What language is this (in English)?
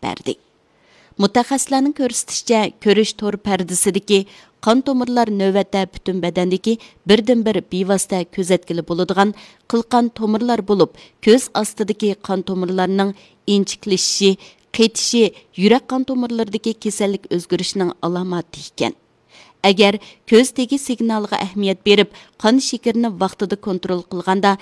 Uyghur